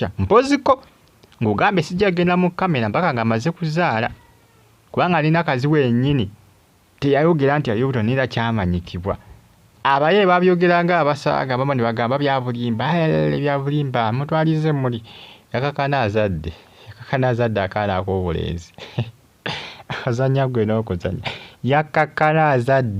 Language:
Ganda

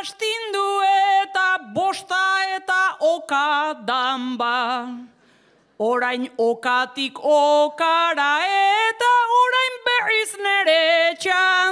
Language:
Basque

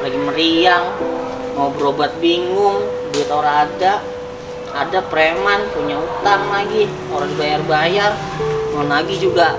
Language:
Betawi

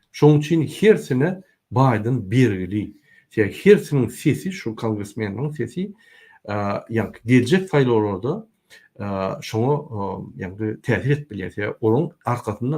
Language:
Turkmen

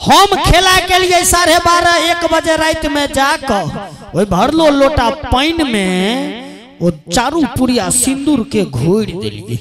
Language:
Maithili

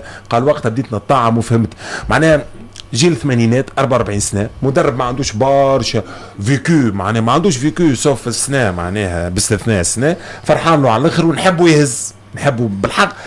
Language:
Tunisian Arabic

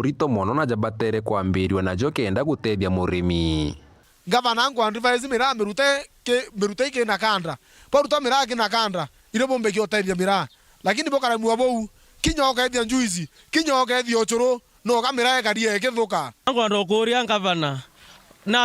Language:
Meru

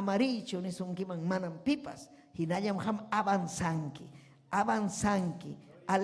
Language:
Ayacucho Quechua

